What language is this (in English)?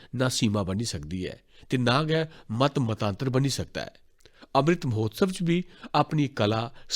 Dogri